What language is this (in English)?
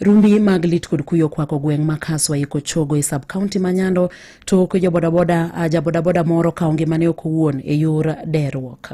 Luo (Kenya and Tanzania)